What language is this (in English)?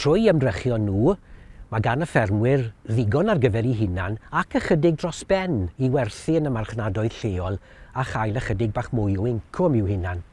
Welsh